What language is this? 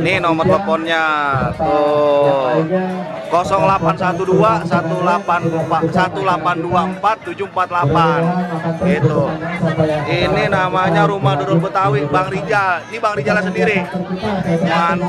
Betawi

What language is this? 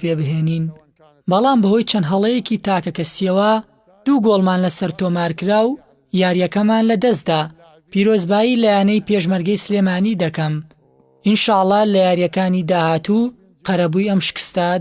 Central Kurdish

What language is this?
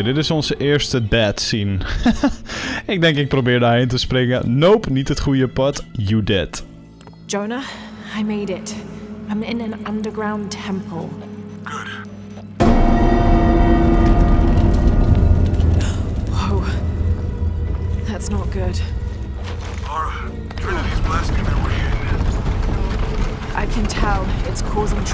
Dutch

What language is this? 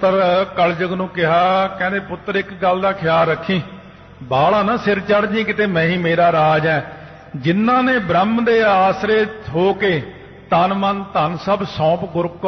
Punjabi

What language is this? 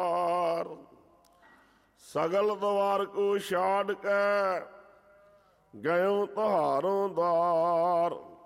Punjabi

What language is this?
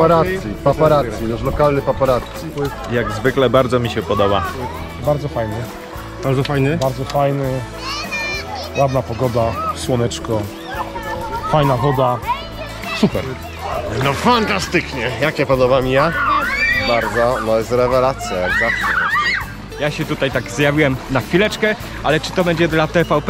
Polish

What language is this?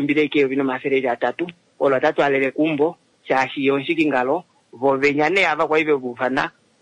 Kuanyama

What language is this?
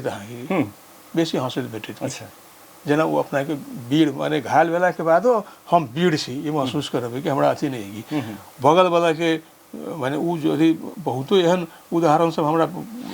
Maithili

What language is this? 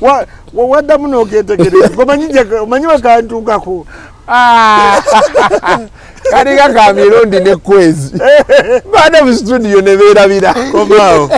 Ganda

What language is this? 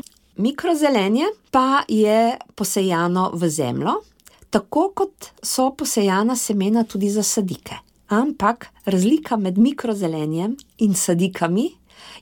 Slovenian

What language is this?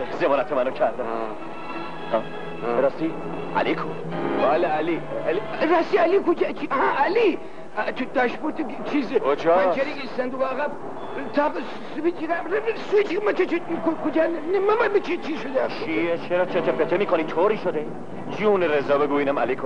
Persian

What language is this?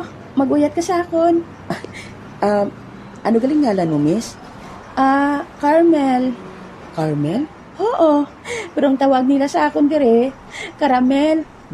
Hiligaynon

